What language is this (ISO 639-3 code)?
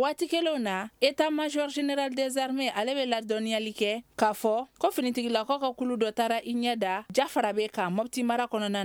bam